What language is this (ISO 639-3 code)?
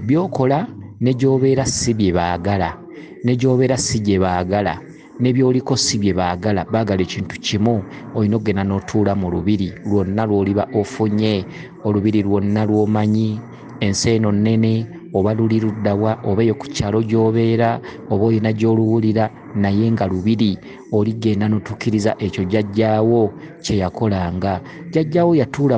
lug